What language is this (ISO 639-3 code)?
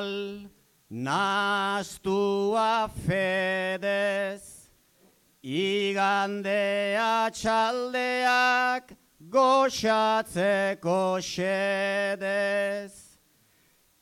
eus